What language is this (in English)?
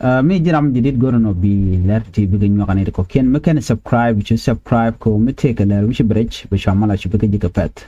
Nuer